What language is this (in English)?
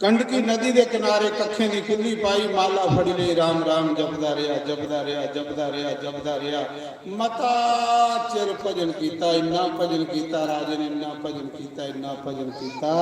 Dogri